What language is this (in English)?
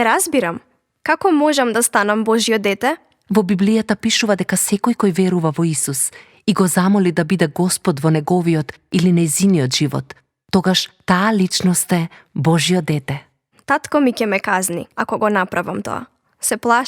Macedonian